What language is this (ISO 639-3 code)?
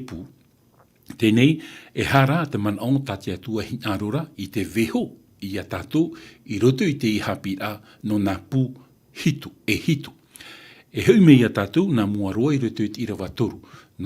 tah